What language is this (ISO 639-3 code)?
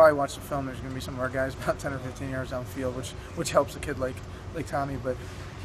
eng